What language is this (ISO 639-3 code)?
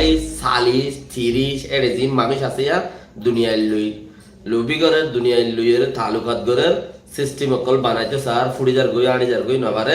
rhg